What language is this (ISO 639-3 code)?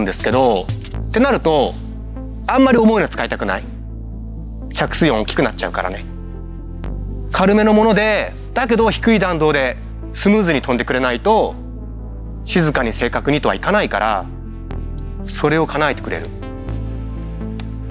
jpn